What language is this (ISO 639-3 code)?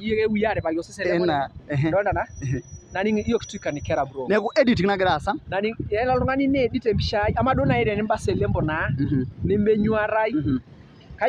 mas